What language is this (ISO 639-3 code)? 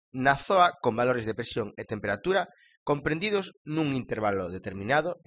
glg